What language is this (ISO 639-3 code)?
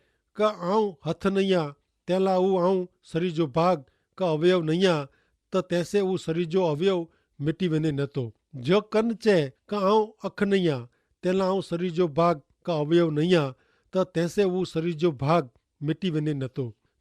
kfr